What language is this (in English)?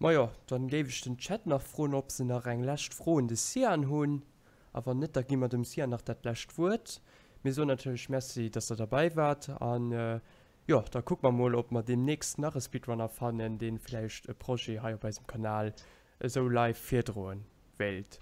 Luxembourgish